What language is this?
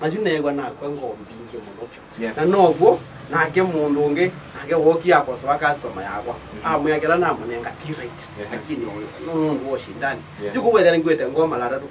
Kamba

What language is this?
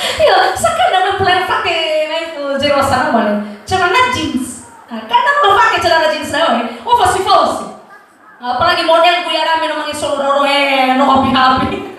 Nias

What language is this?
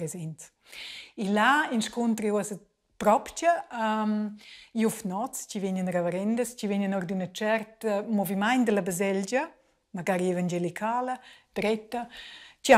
Romansh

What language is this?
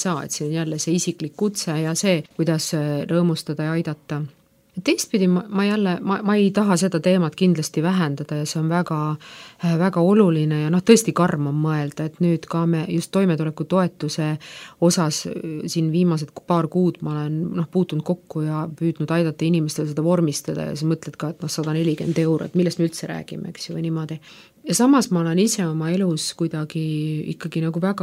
Estonian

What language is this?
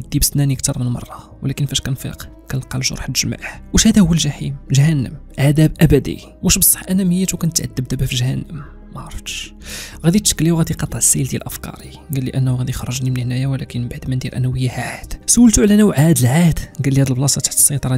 Moroccan Arabic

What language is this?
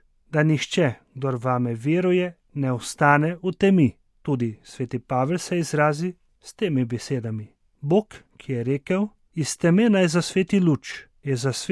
Slovenian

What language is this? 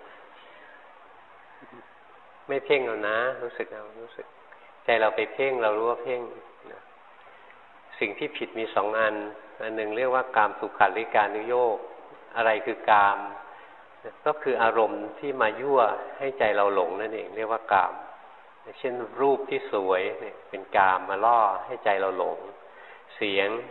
Thai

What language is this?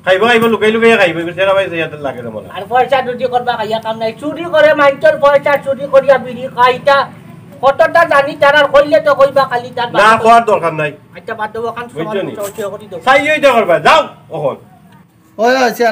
Sylheti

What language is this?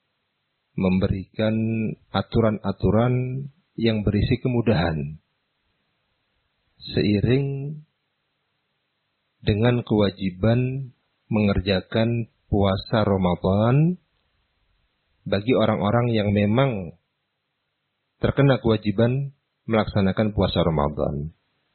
Indonesian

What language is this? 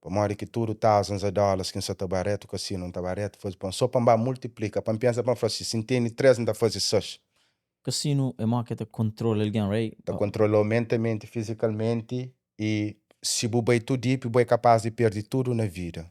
Kabuverdianu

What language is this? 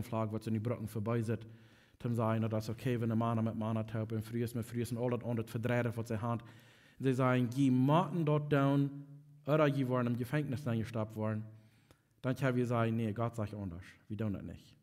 Plautdietsch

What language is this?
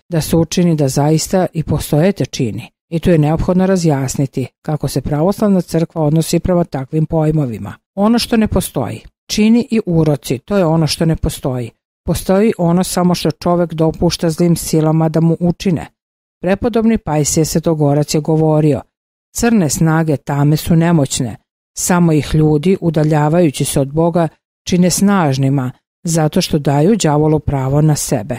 Serbian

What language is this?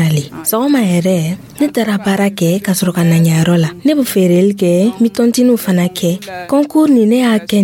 Dyula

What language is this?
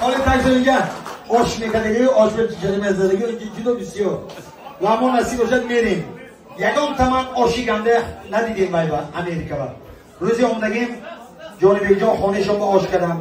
Tajik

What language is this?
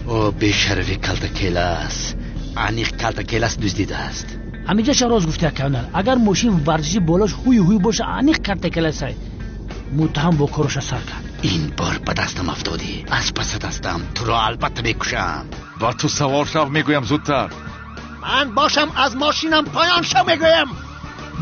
Tajik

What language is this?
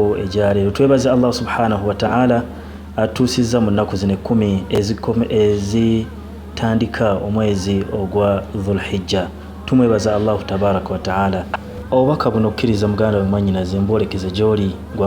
Ganda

